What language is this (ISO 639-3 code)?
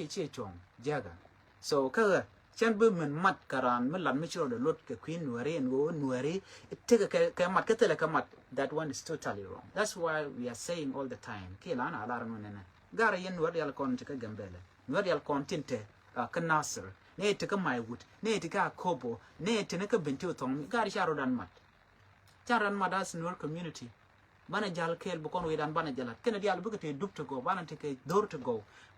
nus